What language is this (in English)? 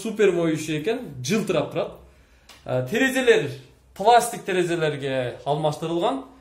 Kyrgyz